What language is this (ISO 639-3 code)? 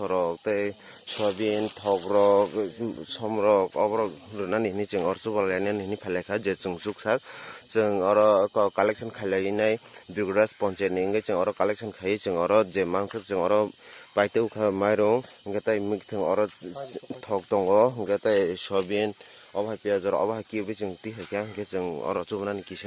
trp